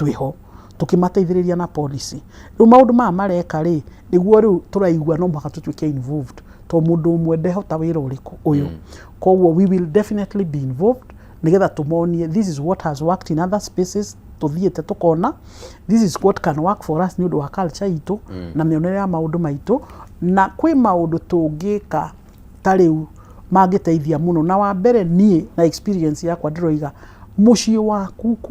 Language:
Kikuyu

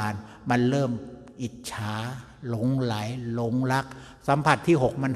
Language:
Thai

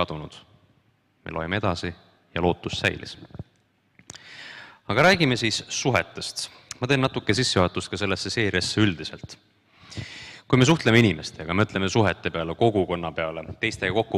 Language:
Estonian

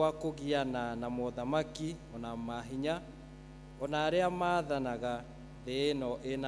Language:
Kikuyu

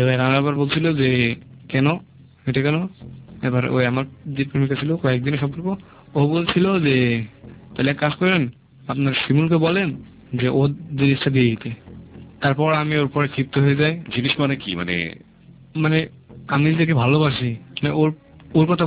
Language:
Bangla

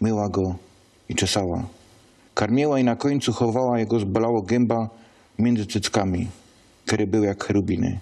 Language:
Silesian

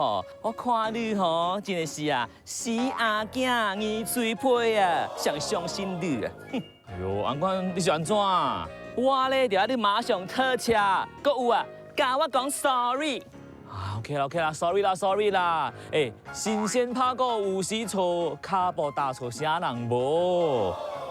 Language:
Min Nan Chinese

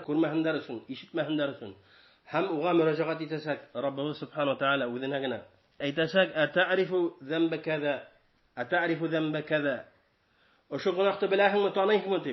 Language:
Bashkir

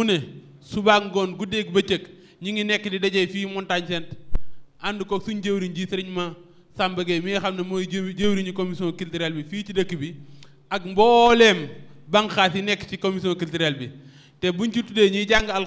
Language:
Wolof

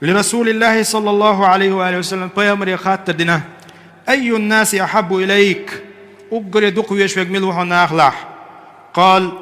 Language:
Chechen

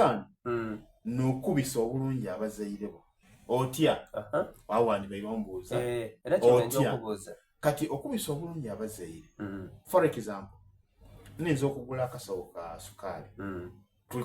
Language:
Soga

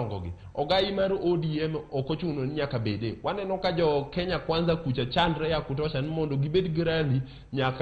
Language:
Luo (Kenya and Tanzania)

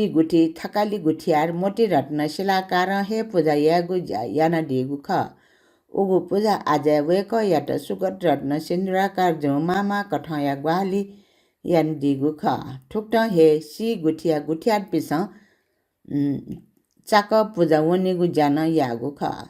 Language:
Newari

